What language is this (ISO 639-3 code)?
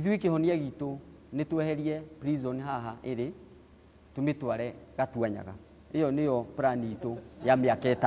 kik